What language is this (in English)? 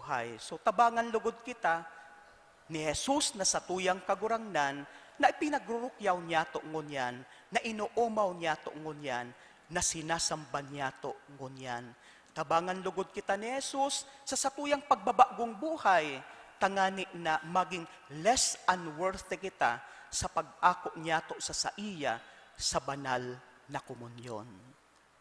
Bikol